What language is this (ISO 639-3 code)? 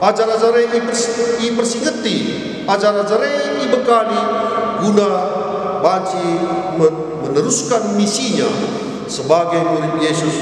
btx